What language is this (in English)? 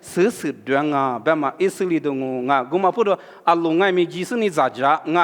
Lisu